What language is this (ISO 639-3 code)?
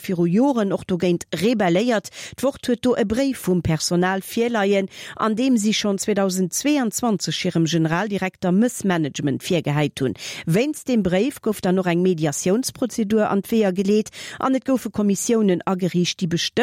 ltz